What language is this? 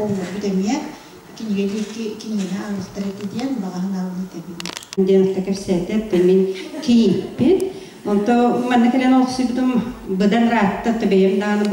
Yakut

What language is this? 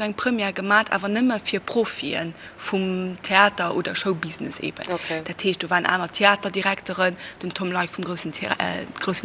Luxembourgish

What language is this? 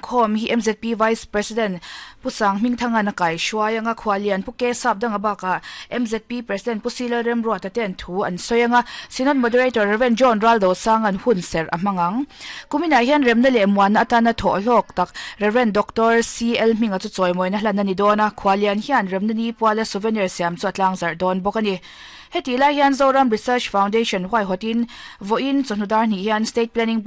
Mizo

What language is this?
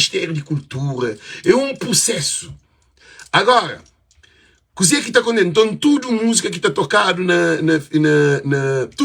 Kabuverdianu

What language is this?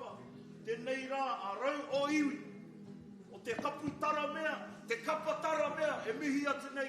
Māori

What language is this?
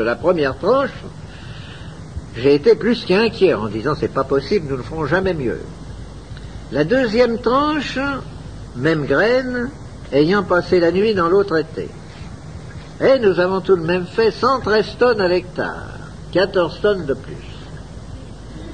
French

